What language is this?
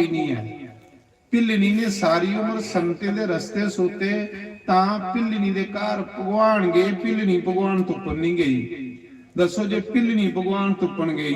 Dogri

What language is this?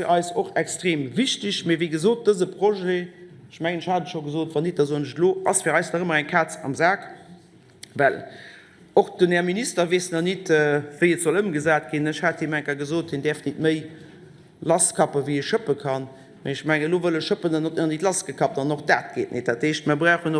Luxembourgish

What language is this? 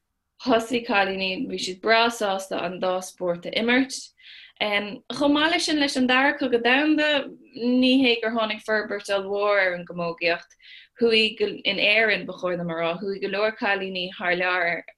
Irish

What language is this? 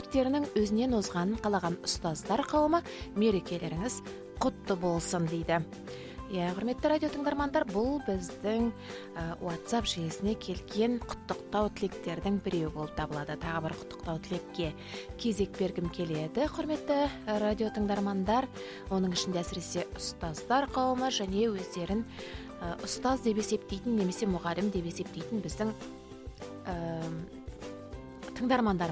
Kazakh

